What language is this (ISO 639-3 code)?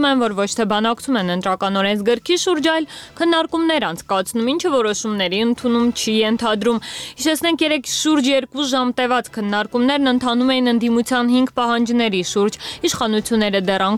hye